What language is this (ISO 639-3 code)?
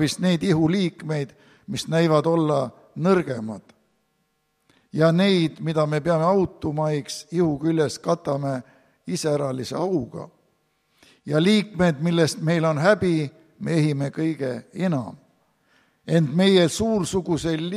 est